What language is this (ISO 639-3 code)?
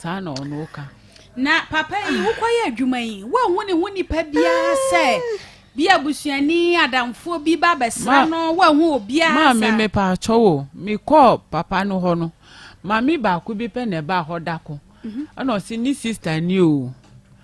aka